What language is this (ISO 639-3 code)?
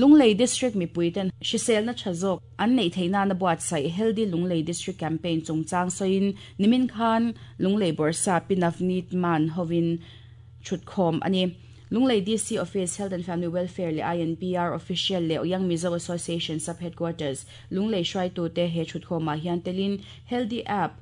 lus